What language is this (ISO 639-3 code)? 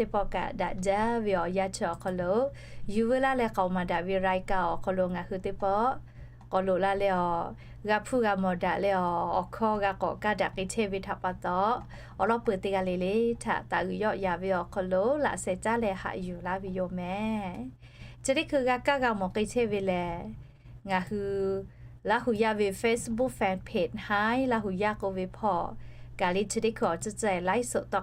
lhu